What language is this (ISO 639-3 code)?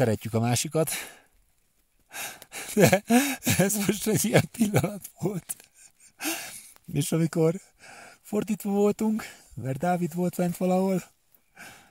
hun